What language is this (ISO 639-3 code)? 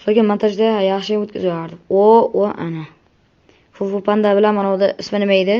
uzb